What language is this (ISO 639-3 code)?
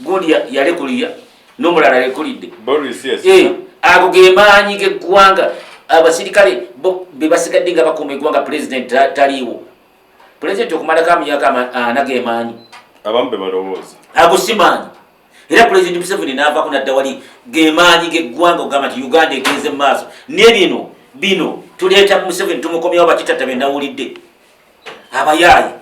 lug